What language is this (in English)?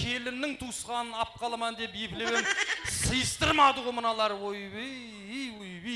Kara-Kalpak